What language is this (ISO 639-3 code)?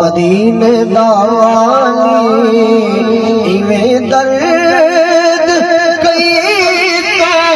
skr